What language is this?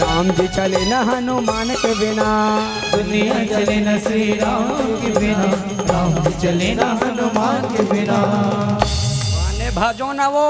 Chhattisgarhi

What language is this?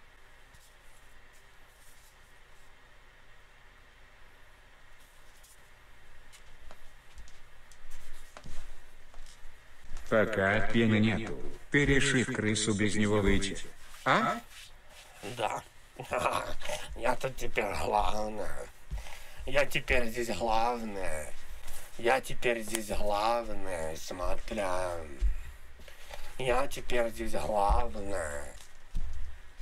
Russian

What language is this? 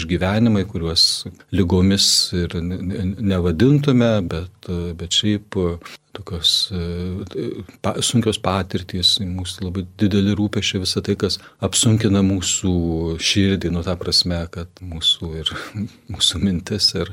Lithuanian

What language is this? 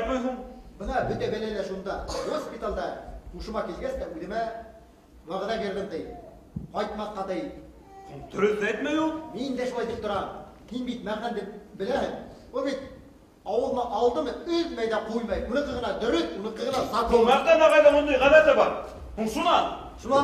Bashkir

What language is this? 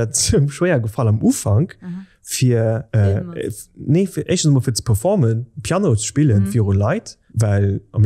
Luxembourgish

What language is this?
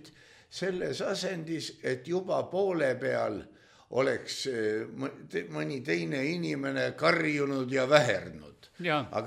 Estonian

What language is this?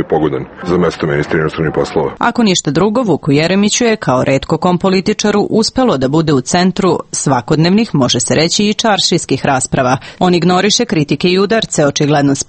Serbian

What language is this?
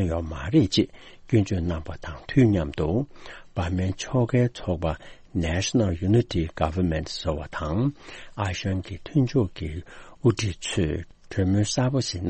Tibetan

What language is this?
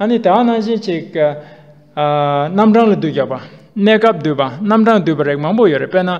Tibetan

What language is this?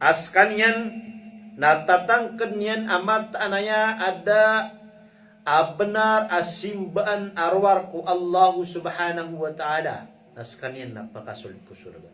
Maranao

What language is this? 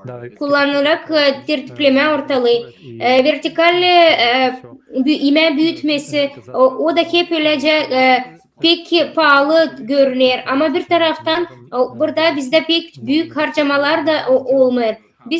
Gagauz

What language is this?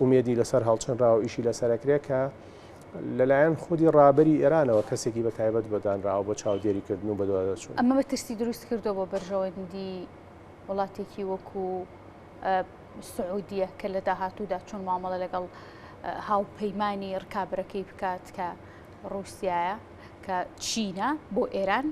Central Kurdish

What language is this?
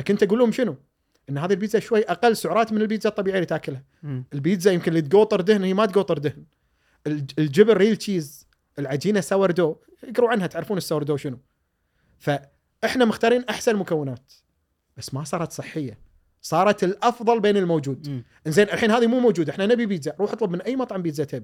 Gulf Arabic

